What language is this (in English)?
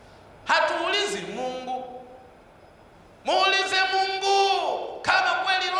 Swahili